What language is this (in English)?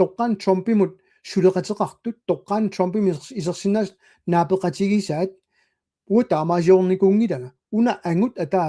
Kalaallisut